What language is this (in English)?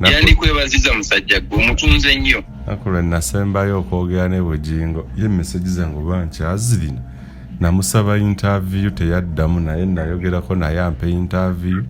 Ganda